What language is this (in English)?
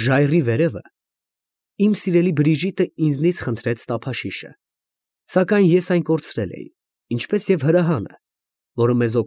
Armenian